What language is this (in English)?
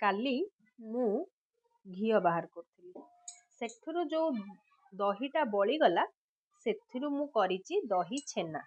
Odia